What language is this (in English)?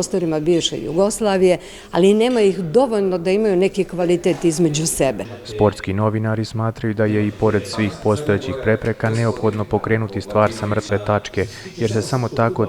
Serbian